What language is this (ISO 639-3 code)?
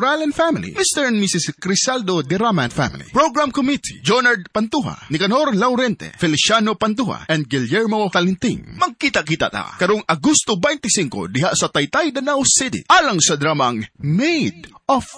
ceb